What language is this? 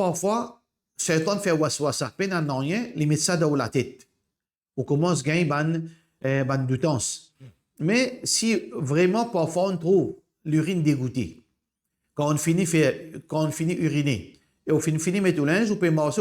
Morisyen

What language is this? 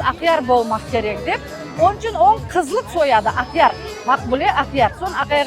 Crimean Tatar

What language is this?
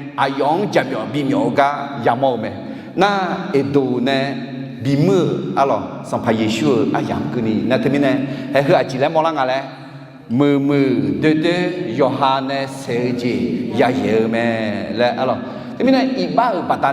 Akha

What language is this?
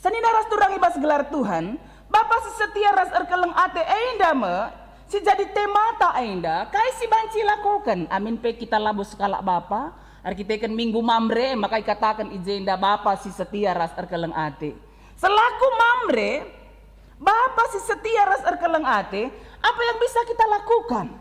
Batak Karo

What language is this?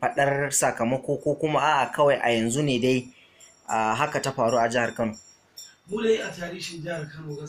Hausa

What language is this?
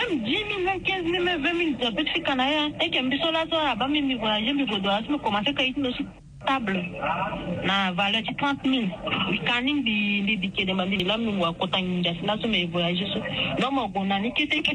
Sango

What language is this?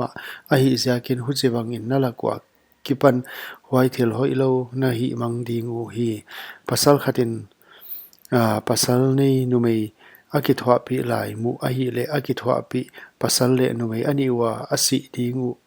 Paite Chin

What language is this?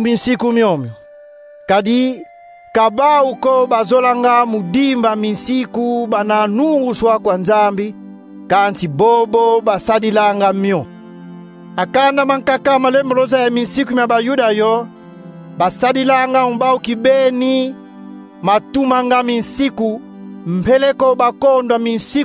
Kongo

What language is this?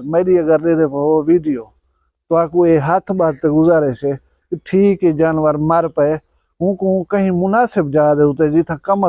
Saraiki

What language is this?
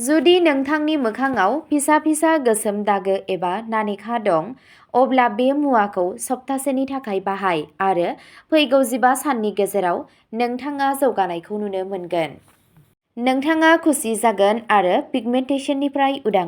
Bodo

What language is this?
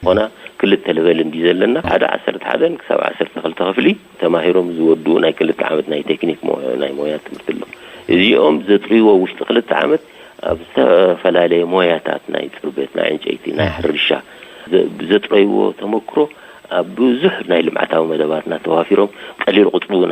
Tigrinya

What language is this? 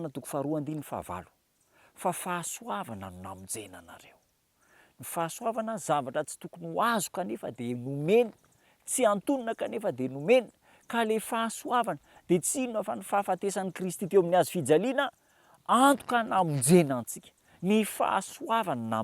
Malagasy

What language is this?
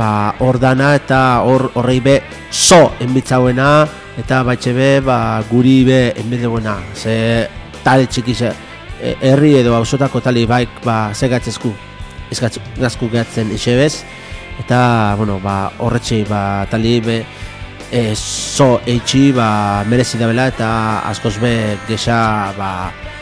Basque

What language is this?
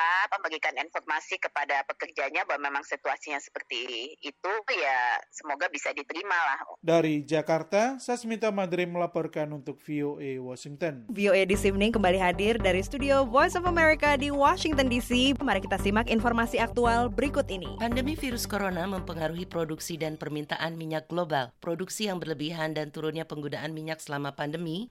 Indonesian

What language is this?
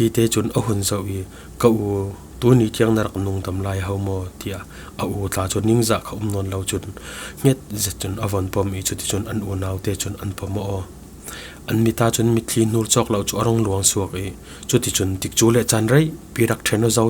Falam Chin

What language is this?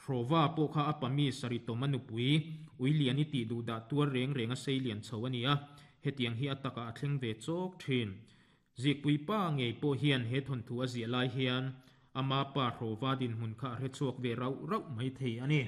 Mizo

